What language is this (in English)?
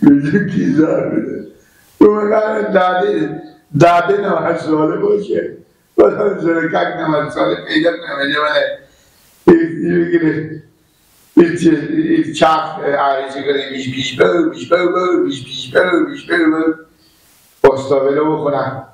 Persian